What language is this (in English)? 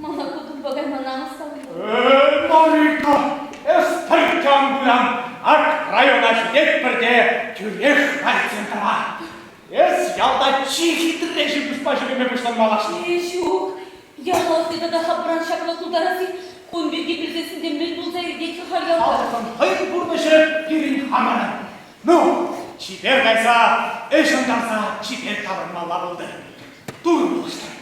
Chuvash